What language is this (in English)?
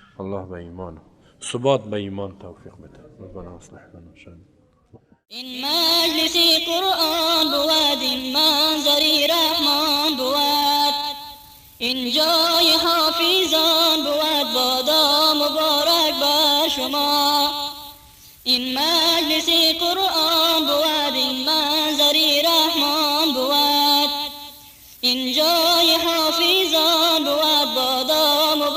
Persian